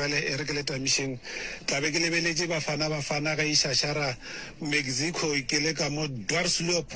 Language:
Northern Sotho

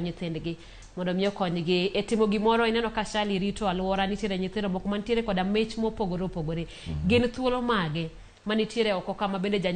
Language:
Luo (Kenya and Tanzania)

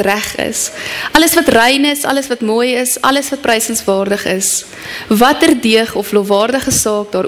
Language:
Afrikaans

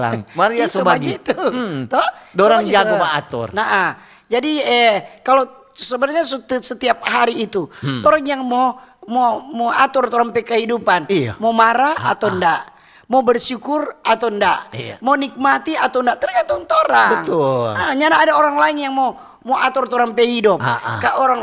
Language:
Manado Malay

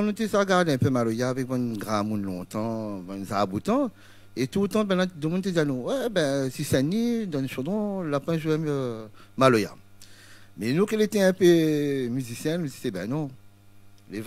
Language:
Réunion Creole French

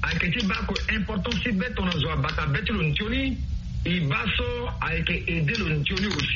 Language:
Sango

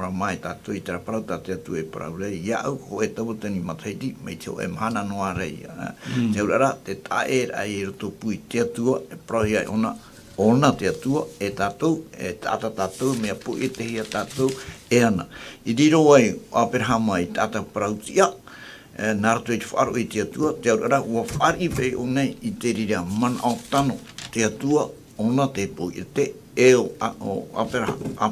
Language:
Tahitian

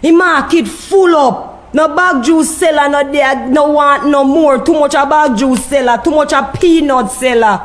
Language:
Jamaican Creole English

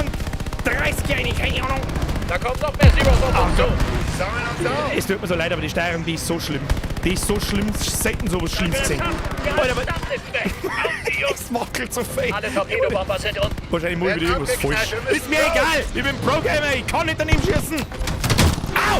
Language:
Bavarian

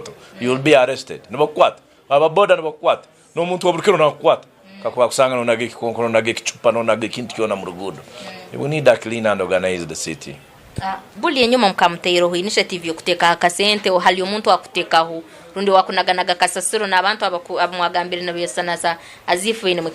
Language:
Nyankole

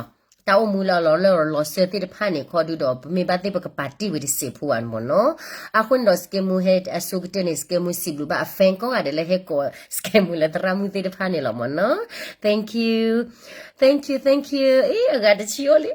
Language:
S'gaw Karen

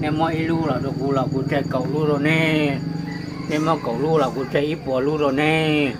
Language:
Hmong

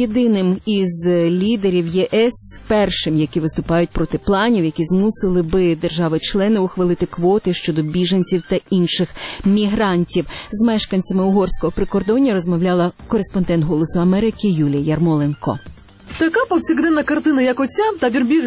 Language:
Ukrainian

